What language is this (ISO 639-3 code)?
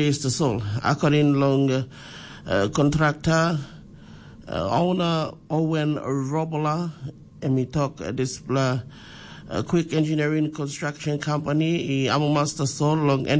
tpi